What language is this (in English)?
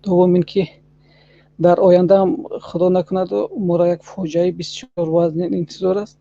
Tajik